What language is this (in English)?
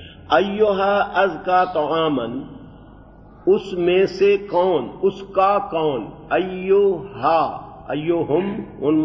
Urdu